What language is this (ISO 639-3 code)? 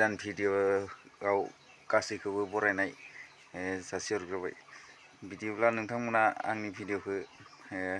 brx